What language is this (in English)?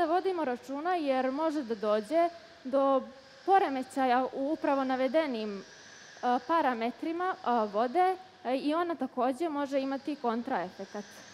Serbian